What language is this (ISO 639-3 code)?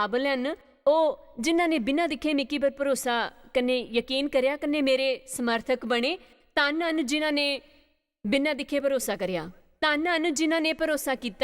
doi